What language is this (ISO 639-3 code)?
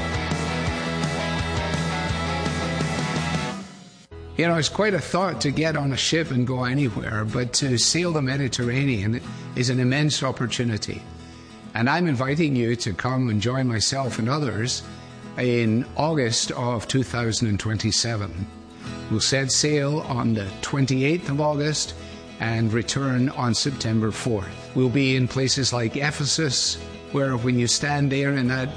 eng